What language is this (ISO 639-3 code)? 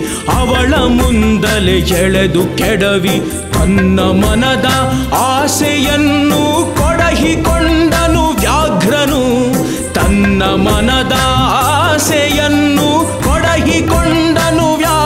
kan